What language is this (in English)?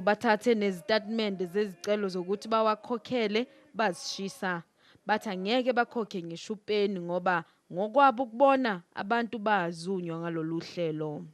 Zulu